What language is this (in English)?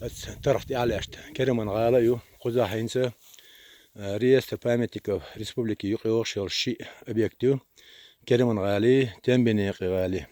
Chechen